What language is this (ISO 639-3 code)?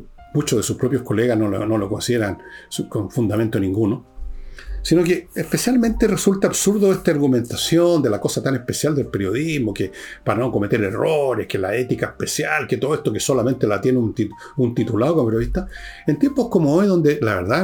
spa